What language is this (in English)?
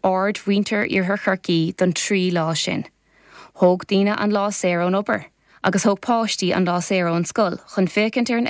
Irish